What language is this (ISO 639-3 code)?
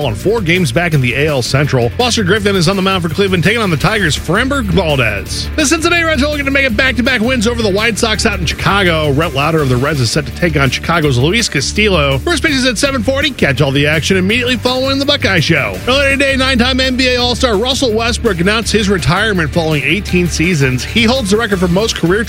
eng